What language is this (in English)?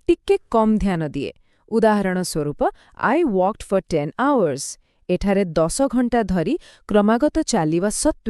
Odia